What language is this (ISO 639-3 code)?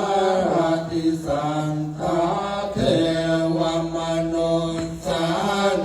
pli